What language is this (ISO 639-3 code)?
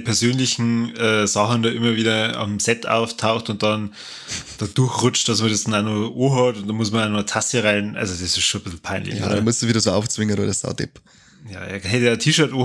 bar